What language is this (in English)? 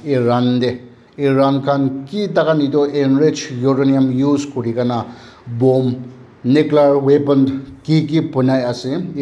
Naga Pidgin